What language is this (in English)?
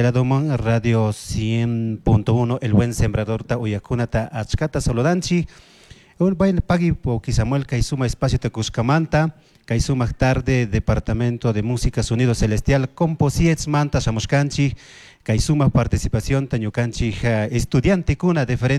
Chimborazo Highland Quichua